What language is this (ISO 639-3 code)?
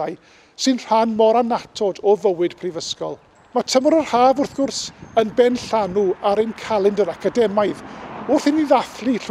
cym